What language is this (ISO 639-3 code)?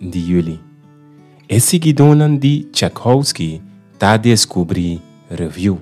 pap